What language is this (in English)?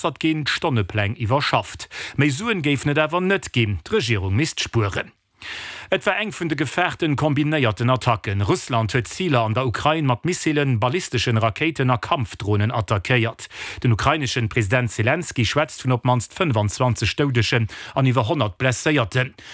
Luxembourgish